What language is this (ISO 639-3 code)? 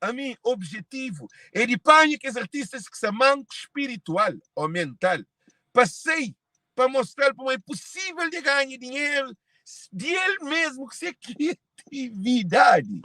kea